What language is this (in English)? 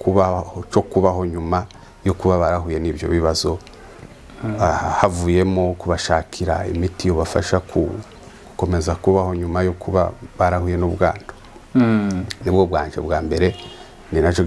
Kinyarwanda